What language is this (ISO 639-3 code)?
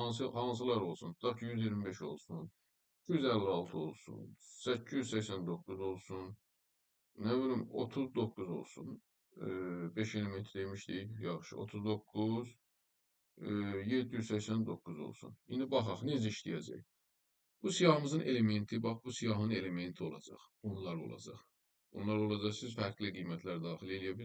aze